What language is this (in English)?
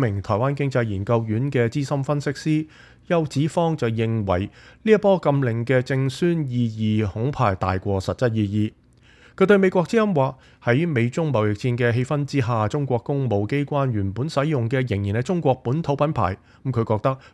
Cantonese